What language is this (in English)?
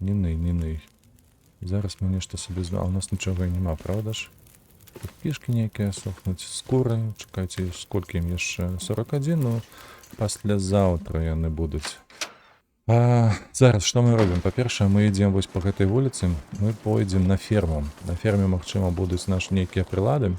Belarusian